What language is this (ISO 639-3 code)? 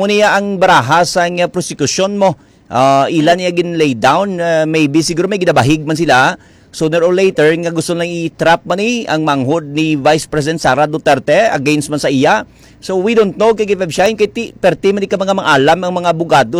hil